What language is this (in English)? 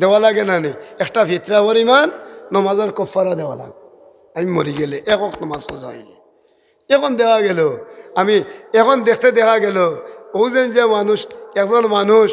Sylheti